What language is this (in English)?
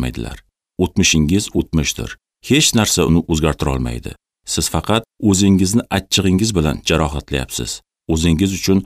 Uzbek